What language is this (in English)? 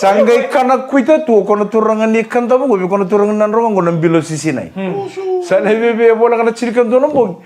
Fijian